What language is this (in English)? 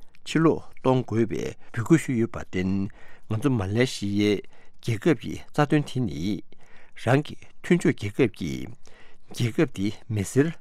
Tibetan